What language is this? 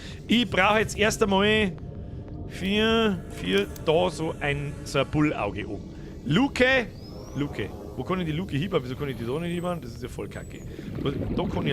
Bavarian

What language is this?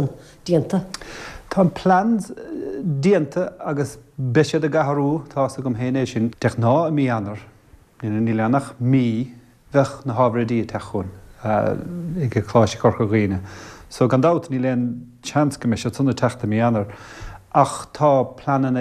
Irish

